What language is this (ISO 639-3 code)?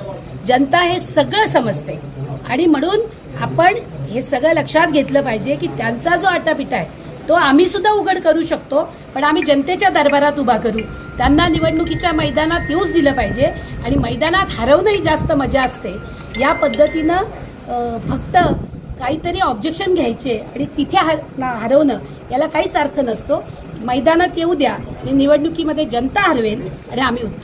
mar